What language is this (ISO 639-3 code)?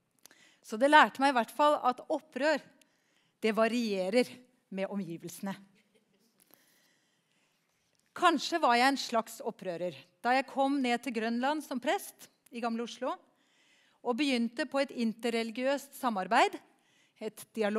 nor